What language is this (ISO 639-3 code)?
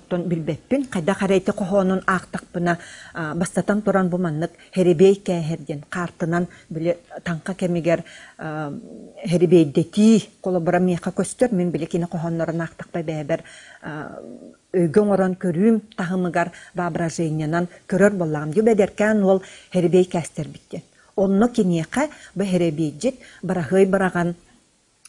sah